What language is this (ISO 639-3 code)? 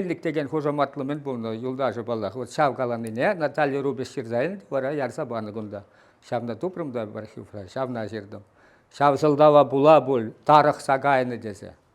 chv